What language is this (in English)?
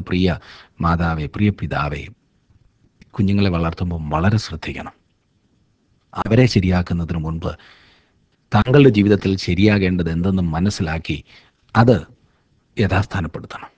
Malayalam